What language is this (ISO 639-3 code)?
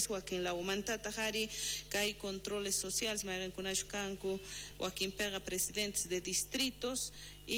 quh